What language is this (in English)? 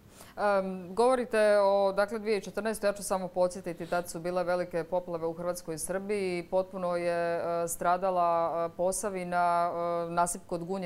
Serbian